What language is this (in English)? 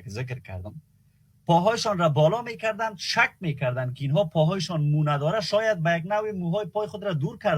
Persian